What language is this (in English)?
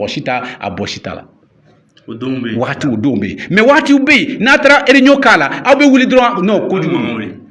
Bambara